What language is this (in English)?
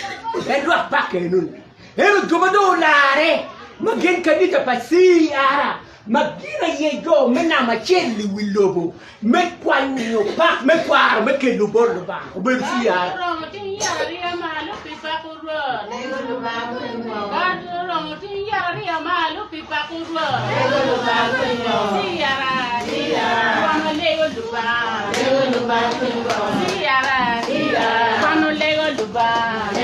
Acoli